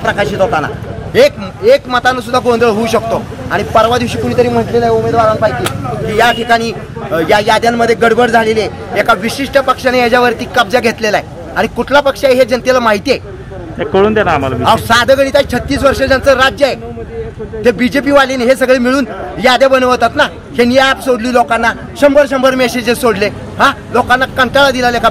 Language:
Marathi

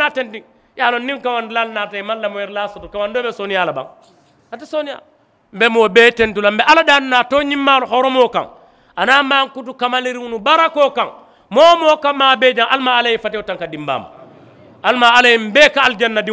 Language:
Mandingo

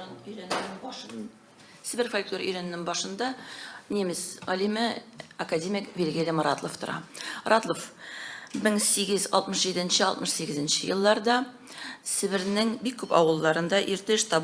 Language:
Tatar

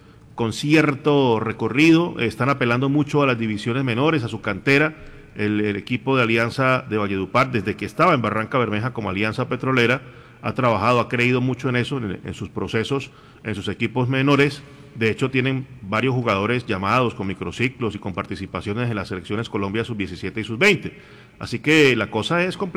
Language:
Spanish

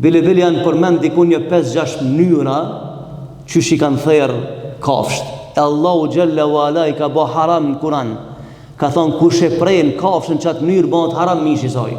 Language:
Albanian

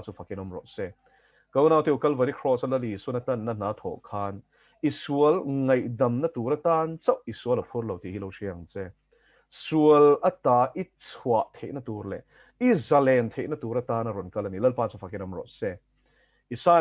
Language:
Mizo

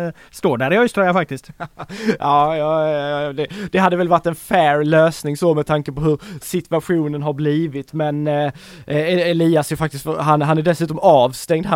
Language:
Swedish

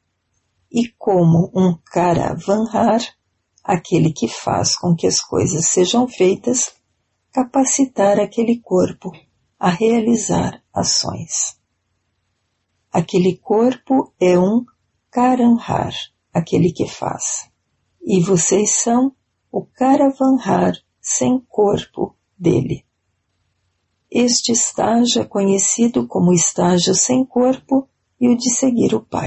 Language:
Portuguese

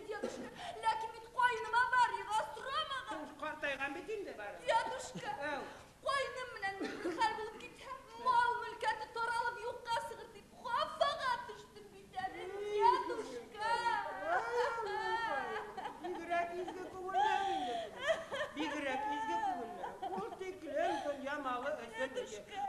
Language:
Bashkir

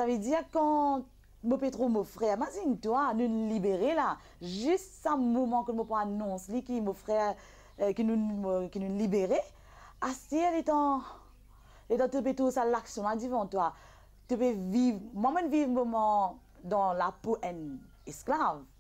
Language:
Morisyen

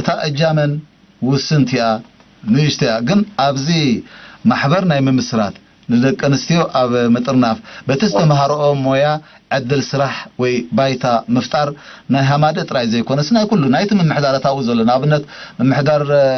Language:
Tigrinya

